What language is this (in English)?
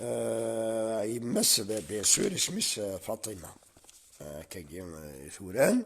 Kabyle